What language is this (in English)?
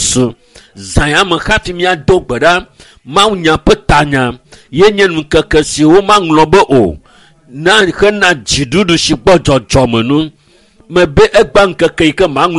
Ewe